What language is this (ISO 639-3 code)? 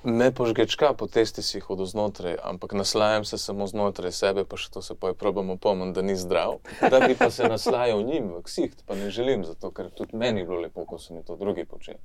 slv